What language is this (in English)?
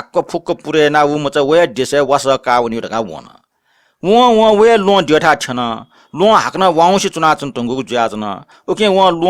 Newari